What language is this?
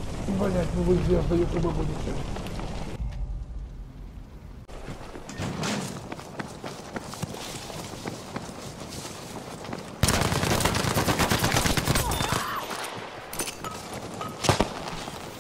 Russian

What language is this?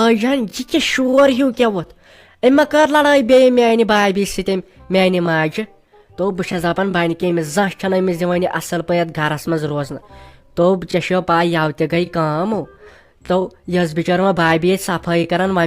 Kashmiri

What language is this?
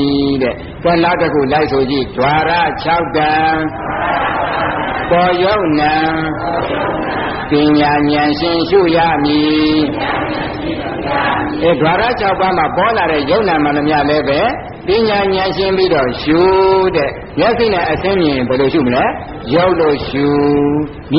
Burmese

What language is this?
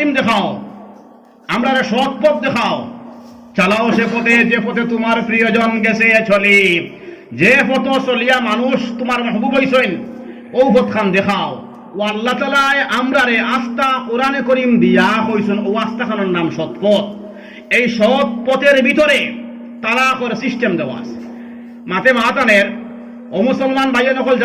Sylheti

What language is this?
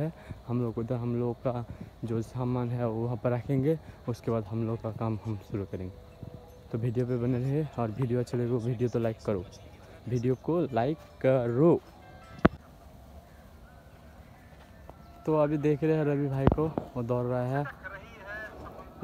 Hindi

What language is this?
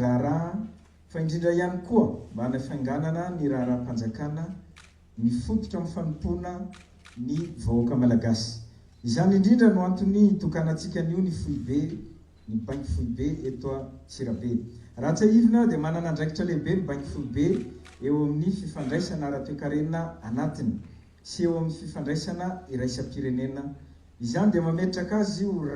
Malagasy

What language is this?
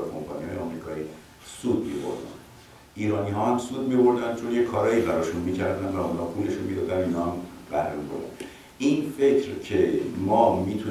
Persian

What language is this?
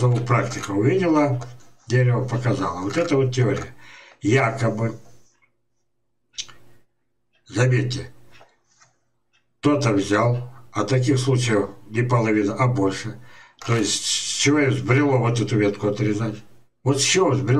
Russian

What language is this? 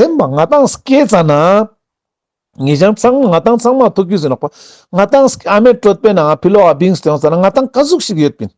Ladakhi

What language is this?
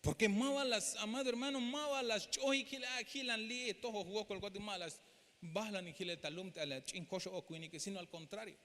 Tzeltal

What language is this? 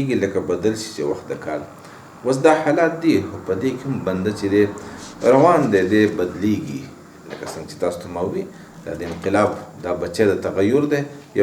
Pashto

